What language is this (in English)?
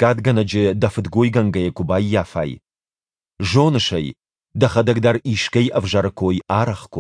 Ossetic